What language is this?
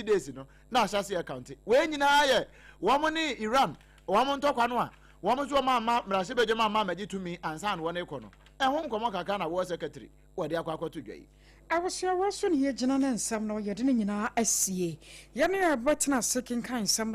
Akan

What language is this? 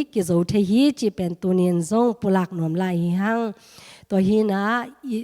Tedim Chin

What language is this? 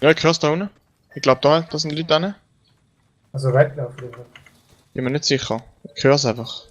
Swiss German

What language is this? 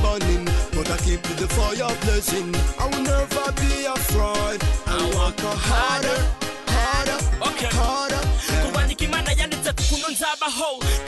Kinyarwanda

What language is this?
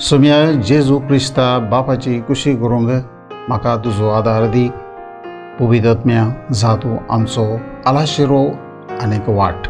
Konkani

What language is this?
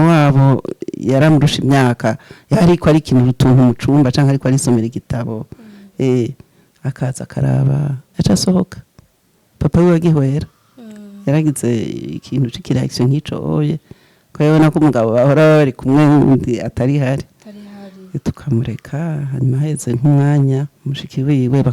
Rundi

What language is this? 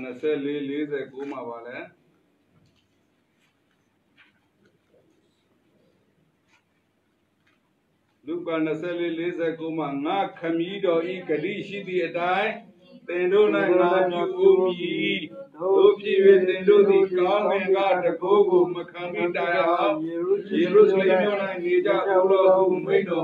Burmese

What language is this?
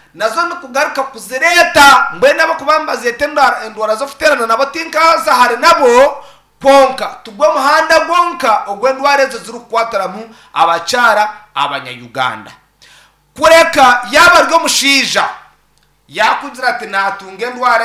Nyankole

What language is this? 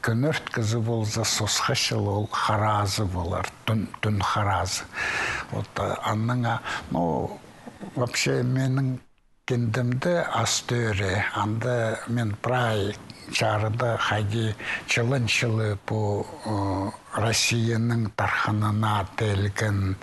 Khakas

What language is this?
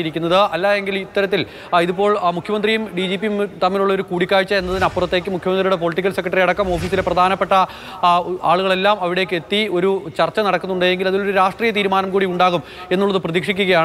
Malayalam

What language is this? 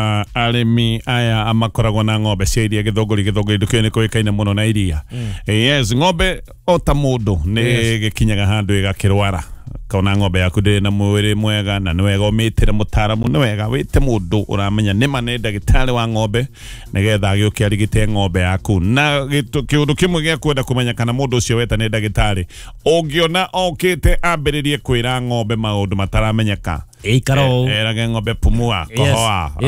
Kikuyu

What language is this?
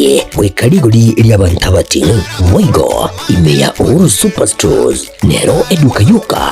Gusii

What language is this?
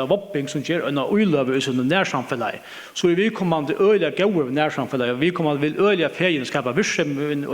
Faroese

